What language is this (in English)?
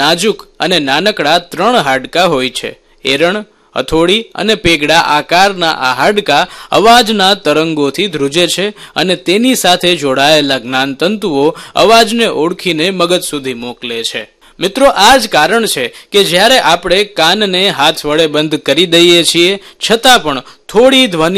Gujarati